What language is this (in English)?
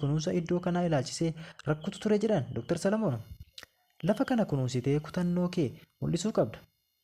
Oromo